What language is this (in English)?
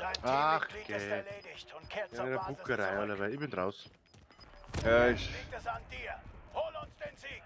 Bavarian